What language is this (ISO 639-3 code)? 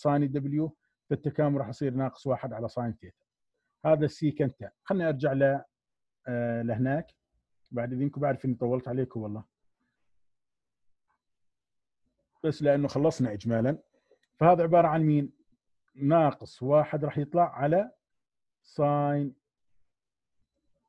ajp